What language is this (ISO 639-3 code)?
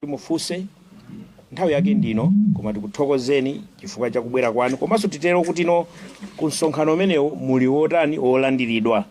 nya